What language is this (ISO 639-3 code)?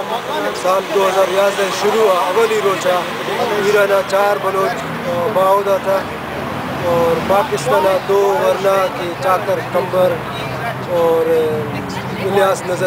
bal